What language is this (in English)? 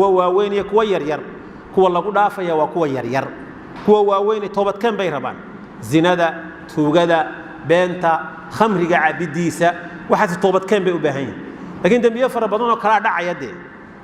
Somali